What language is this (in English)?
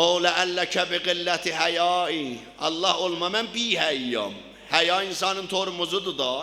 South Azerbaijani